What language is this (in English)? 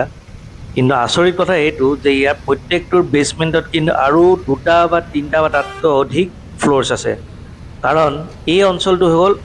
Assamese